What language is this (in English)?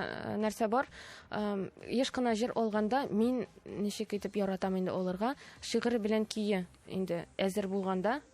Tatar